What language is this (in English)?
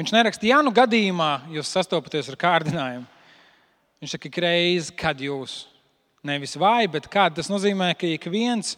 Latvian